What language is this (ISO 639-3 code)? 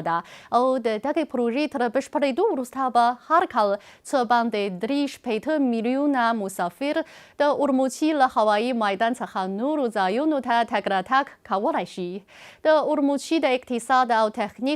pus